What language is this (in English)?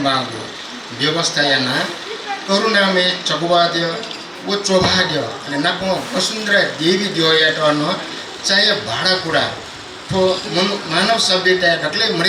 Newari